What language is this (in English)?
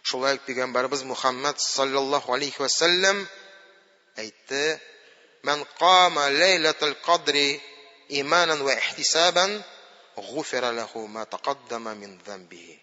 Tatar